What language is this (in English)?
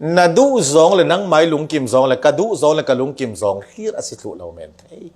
Falam Chin